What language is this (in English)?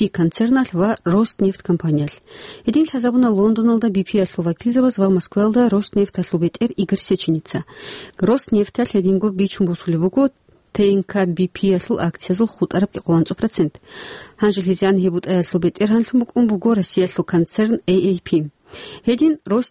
Avaric